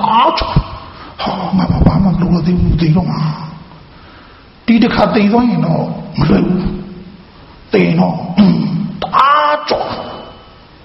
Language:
Burmese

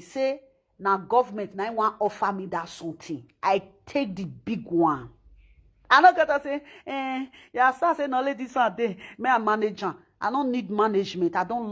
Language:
Nigerian Pidgin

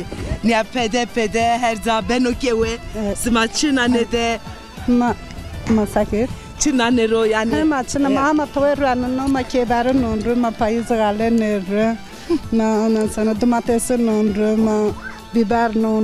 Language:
Zaza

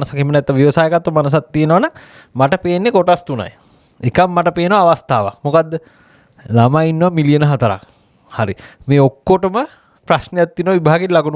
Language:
Sinhala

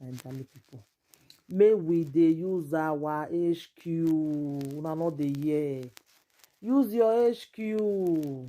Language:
Nigerian Pidgin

